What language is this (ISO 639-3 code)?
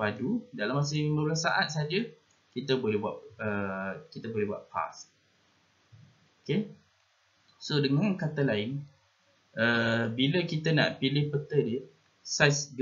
msa